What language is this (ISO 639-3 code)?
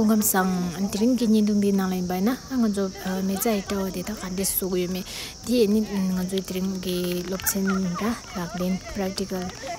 bod